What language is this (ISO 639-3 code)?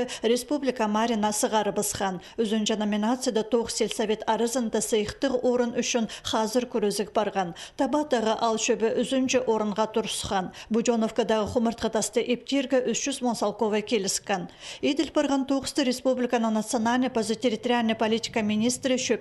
kjh